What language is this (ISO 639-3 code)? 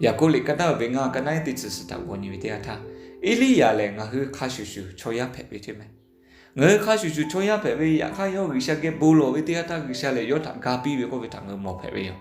lhu